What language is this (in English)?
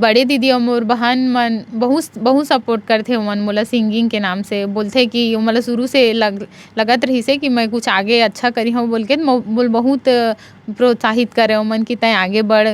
Chhattisgarhi